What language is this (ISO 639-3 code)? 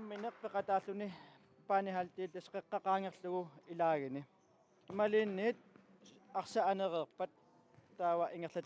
kal